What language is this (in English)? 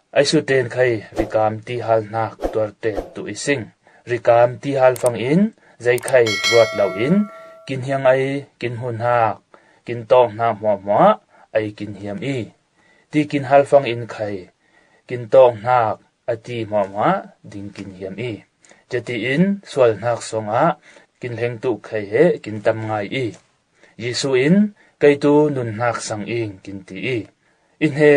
Falam Chin